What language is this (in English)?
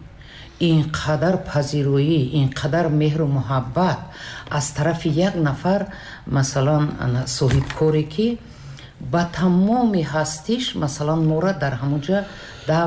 Tajik